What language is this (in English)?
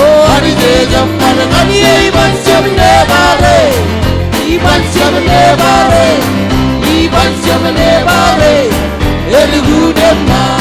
Marshallese